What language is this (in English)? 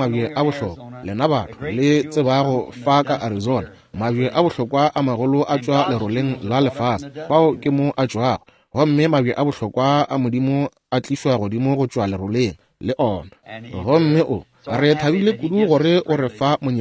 Northern Sotho